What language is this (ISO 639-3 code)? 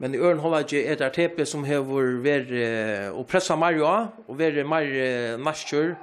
fao